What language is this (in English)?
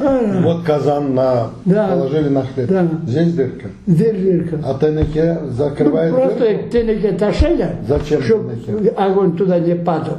Crimean Tatar